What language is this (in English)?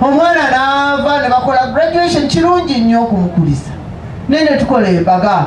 Ganda